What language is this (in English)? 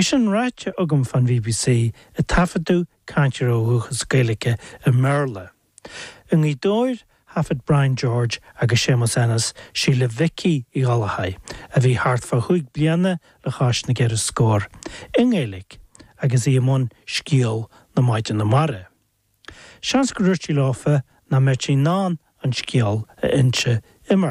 Irish